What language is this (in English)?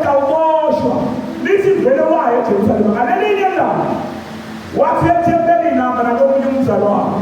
Zulu